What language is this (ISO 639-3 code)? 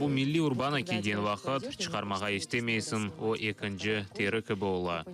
crh